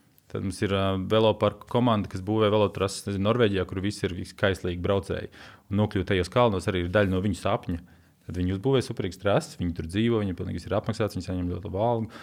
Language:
Latvian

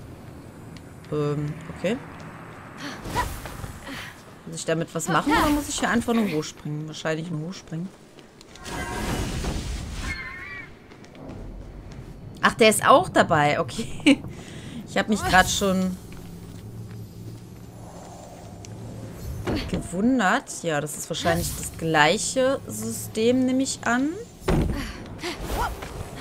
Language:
German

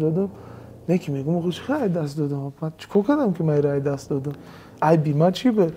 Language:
Persian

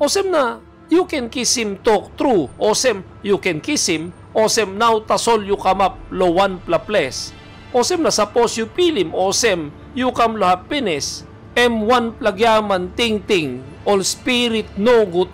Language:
Tok Pisin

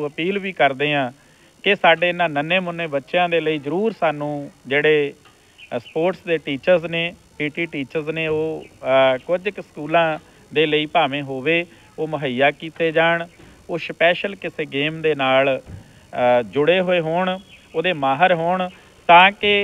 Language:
Punjabi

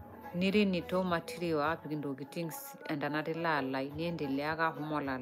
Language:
Masai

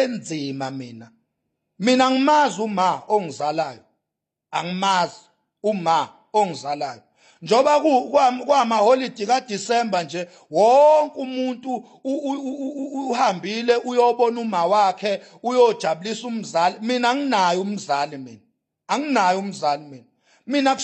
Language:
Zulu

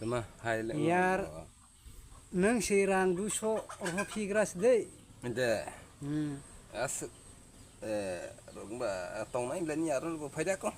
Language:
Kok Borok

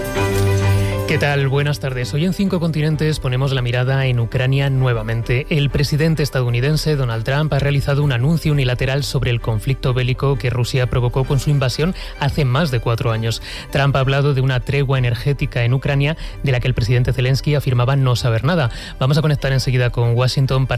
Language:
Spanish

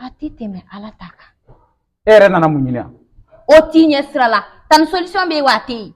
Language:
Bambara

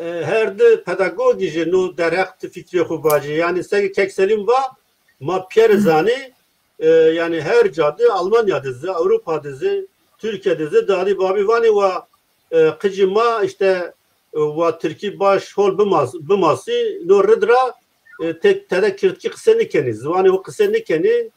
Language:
Zaza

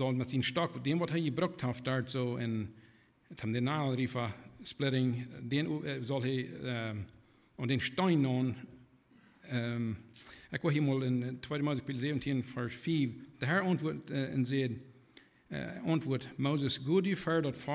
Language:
Plautdietsch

